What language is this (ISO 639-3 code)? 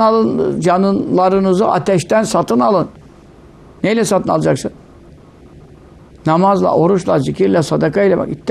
tur